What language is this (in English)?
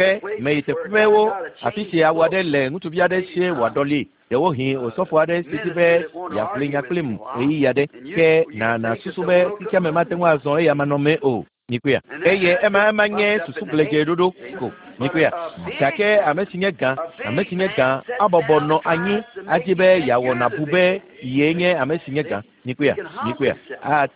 Ewe